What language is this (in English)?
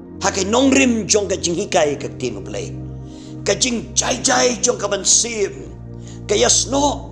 Khasi